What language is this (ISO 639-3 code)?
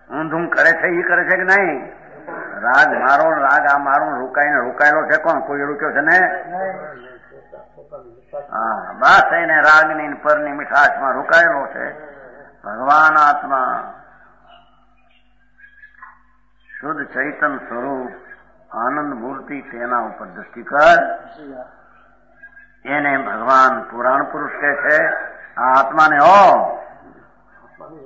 guj